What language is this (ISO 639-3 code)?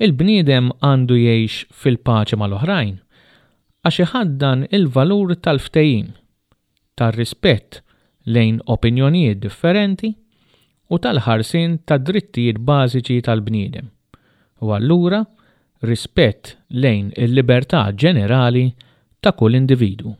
mlt